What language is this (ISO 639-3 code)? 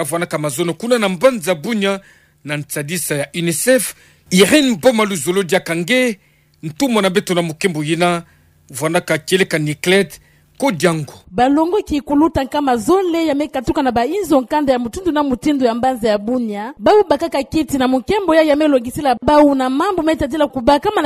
ktu